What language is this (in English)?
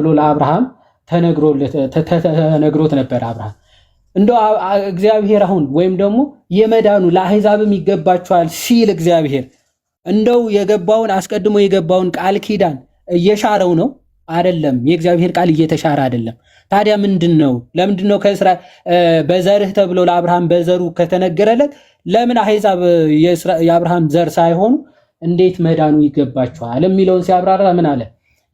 Amharic